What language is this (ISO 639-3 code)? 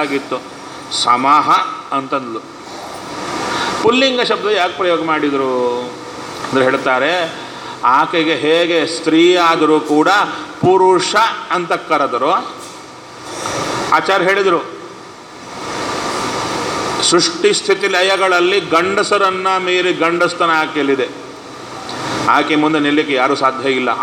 kan